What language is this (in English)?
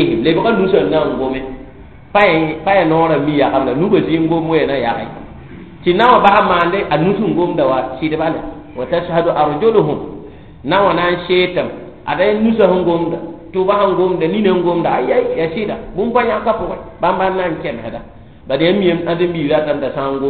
Mossi